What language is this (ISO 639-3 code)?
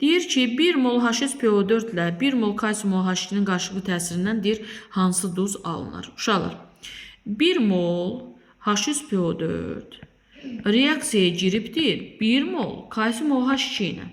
aze